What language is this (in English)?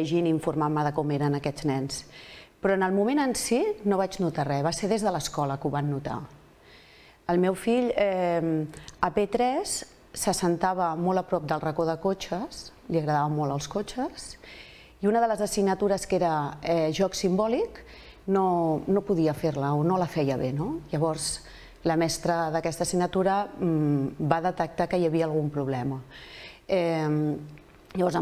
Catalan